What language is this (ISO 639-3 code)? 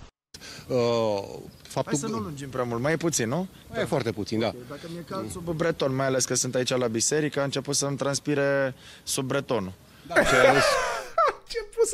ron